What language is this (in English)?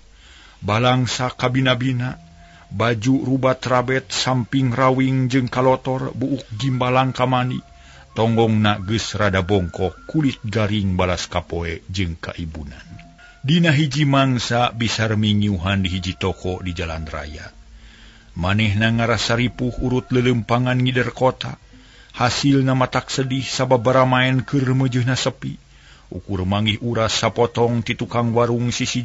Sundanese